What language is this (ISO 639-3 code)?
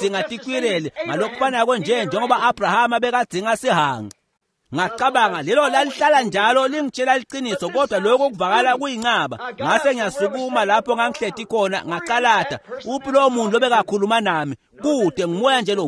ssw